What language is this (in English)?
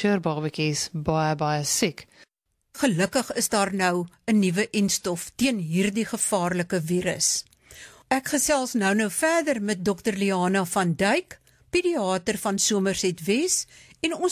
Afrikaans